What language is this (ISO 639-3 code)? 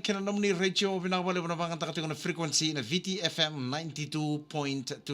fij